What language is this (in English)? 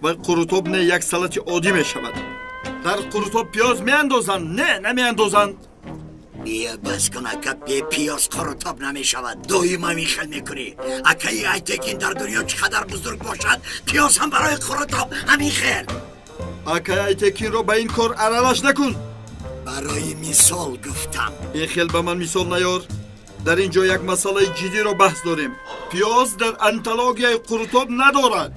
Tajik